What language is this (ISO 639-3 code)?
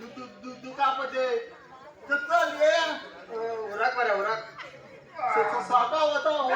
kok